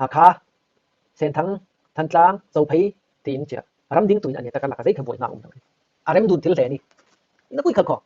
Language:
Falam Chin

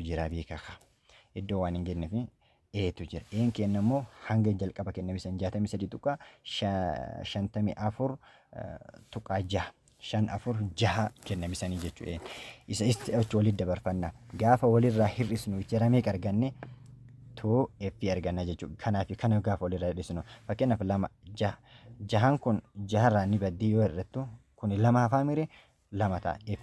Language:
Oromo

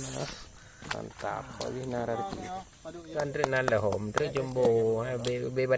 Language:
Achinese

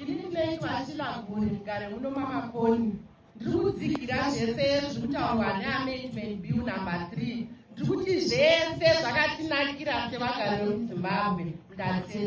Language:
Shona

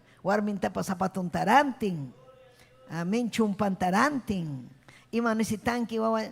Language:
Ayacucho Quechua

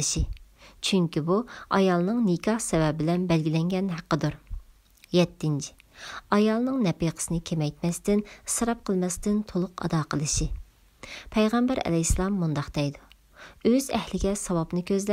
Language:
Uyghur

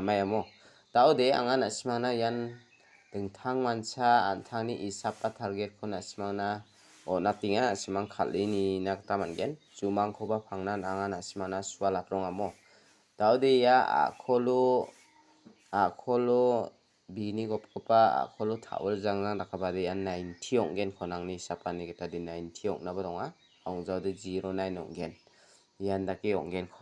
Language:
Garo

